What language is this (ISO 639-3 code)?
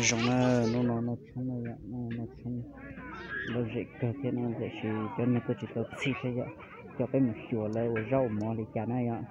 hmn